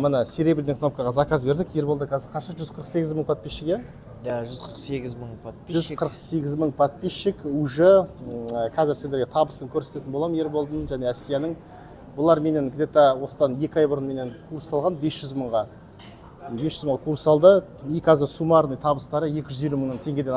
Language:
Kazakh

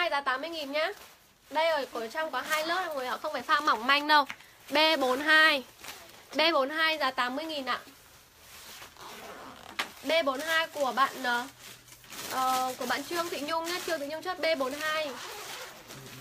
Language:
Vietnamese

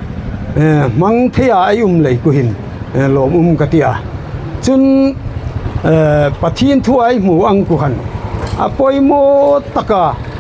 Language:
Hmar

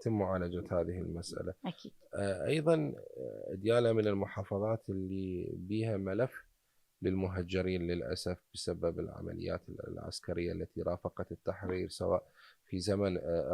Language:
Mesopotamian Arabic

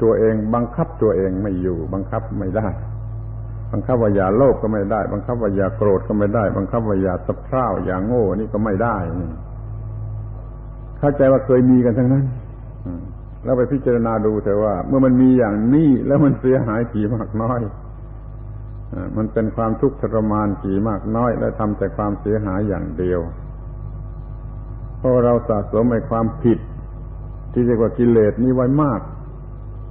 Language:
Thai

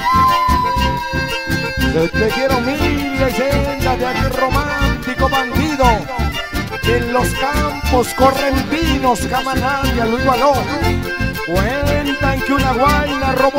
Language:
Spanish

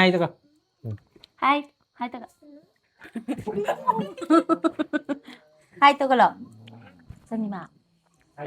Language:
Manipuri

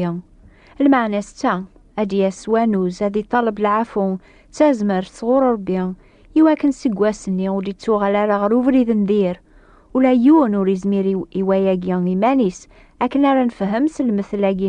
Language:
Kabyle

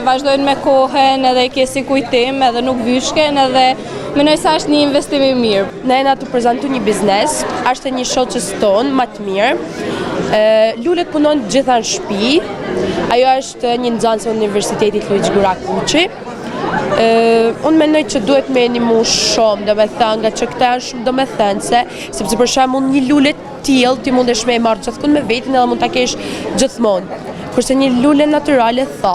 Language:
Albanian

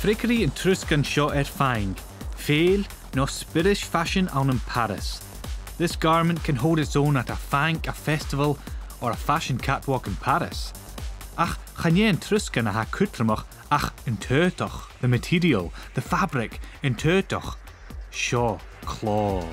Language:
Scottish Gaelic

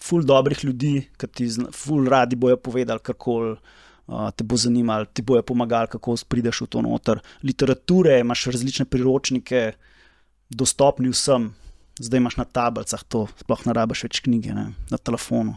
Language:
Slovenian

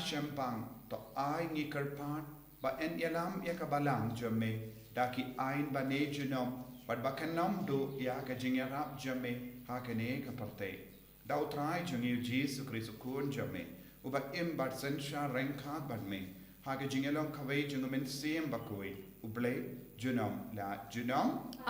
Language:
Khasi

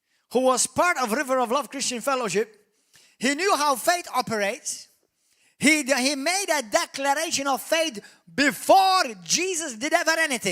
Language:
English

